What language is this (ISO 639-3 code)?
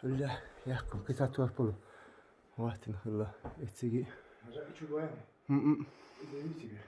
che